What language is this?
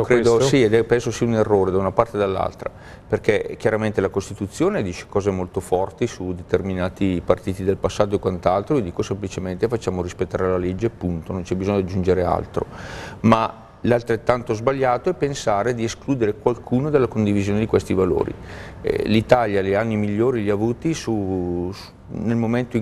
Italian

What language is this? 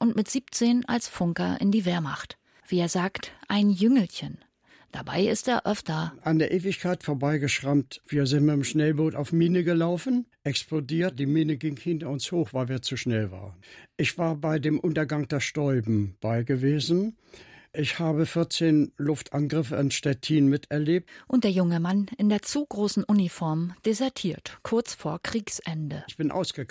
German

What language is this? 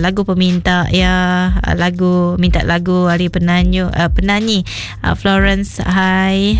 Iban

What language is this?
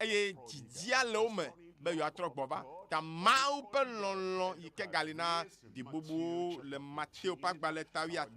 Ewe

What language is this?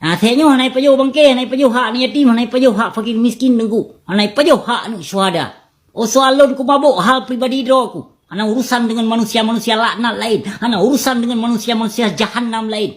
Achinese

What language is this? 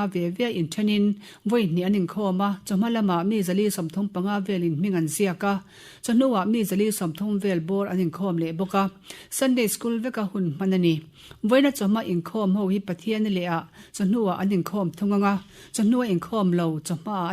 Mizo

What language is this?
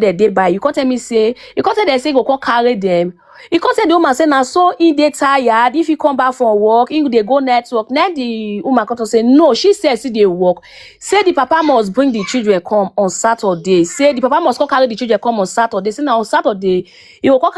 Nigerian Pidgin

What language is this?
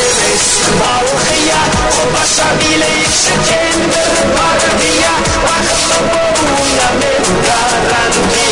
Kara-Kalpak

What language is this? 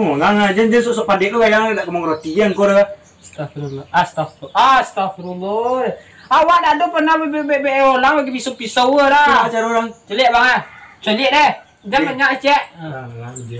Minangkabau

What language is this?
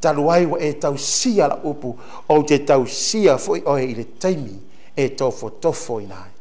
Samoan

